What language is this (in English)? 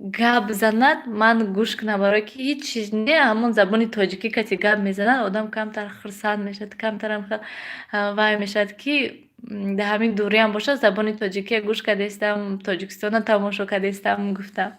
Tajik